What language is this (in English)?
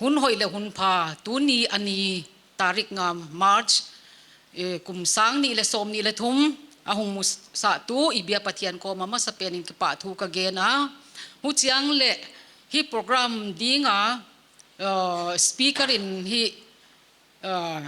Paite Chin